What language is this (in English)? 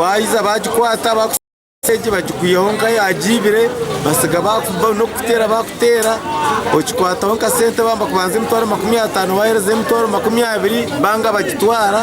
Nyankole